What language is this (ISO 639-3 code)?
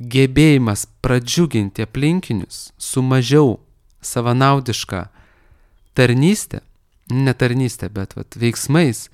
lit